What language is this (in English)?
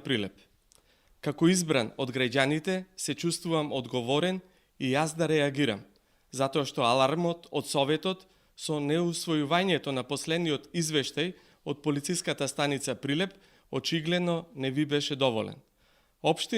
Macedonian